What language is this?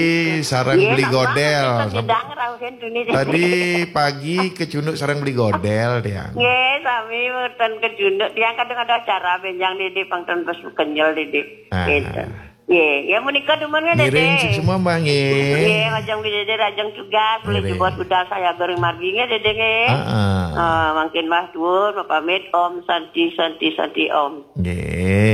Balinese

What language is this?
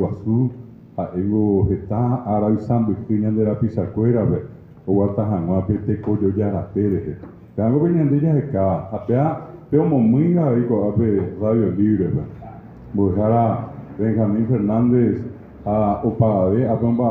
Guarani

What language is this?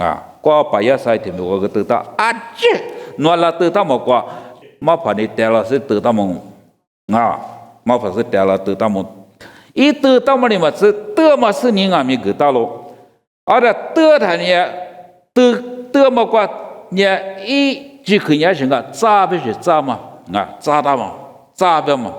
Lisu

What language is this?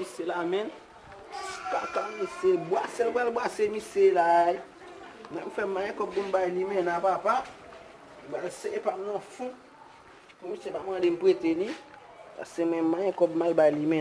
Haitian Creole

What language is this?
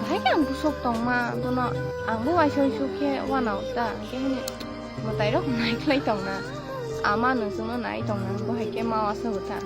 Kok Borok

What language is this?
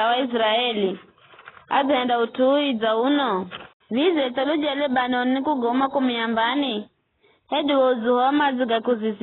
Giryama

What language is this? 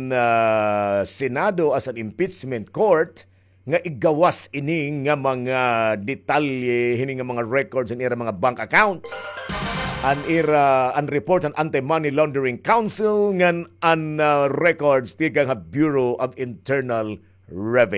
Waray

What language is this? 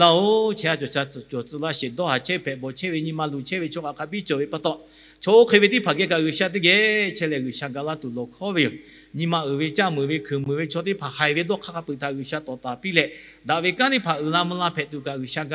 Lahu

